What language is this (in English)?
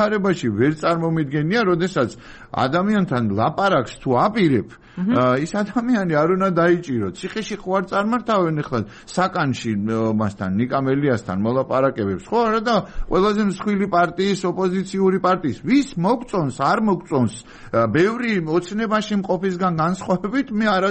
Georgian